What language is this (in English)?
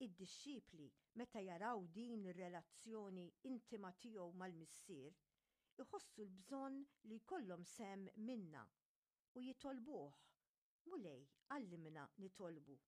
Maltese